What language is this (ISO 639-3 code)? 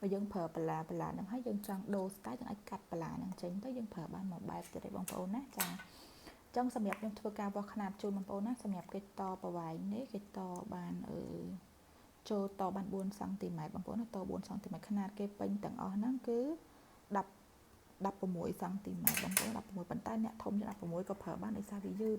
khm